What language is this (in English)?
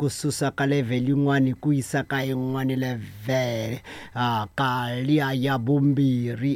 Tsonga